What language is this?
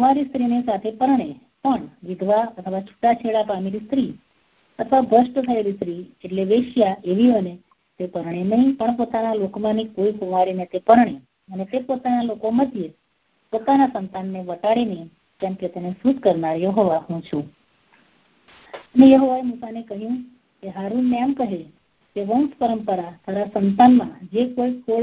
Gujarati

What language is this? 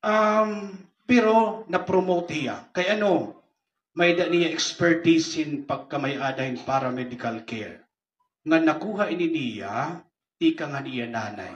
Waray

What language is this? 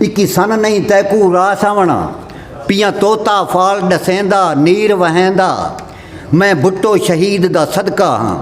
Saraiki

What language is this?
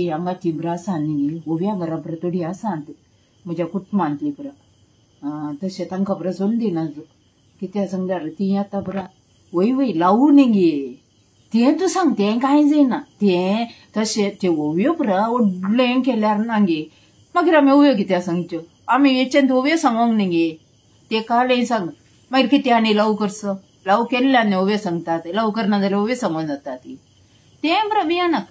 Konkani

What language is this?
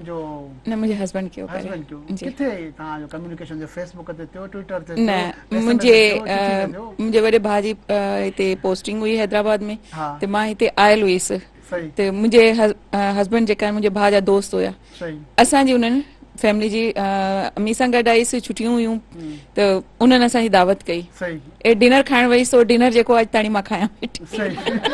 Sindhi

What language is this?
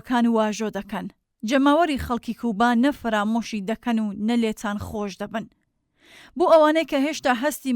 Central Kurdish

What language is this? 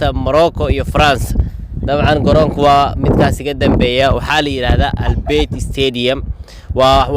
Somali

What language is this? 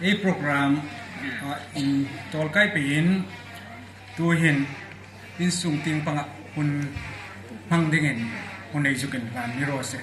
Hmar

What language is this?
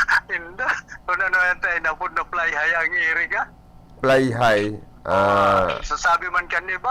Bikol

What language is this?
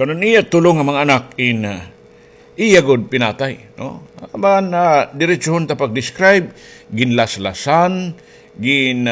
Waray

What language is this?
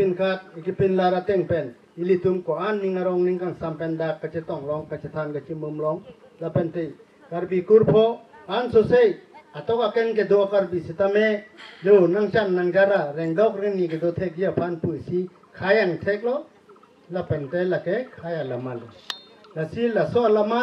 Karbi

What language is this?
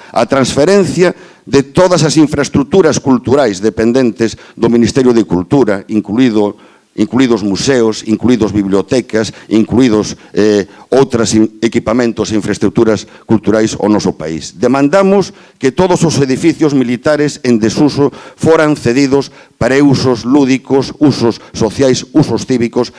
Galician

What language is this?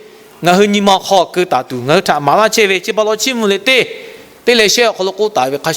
Lahu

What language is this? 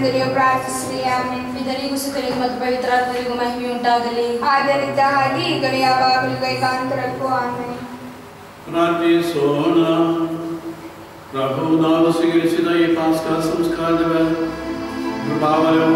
Kannada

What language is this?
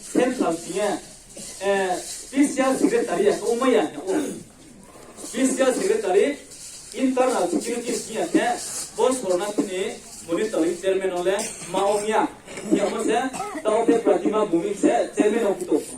Riang (India)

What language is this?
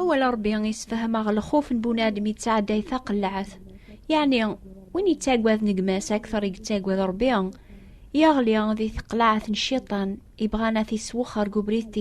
Kabyle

